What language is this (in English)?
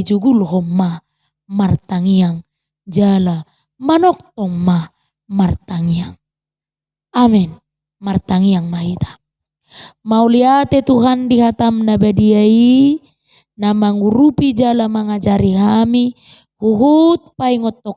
Batak Toba